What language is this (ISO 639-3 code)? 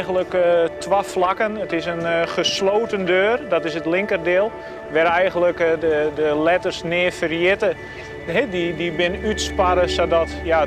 fry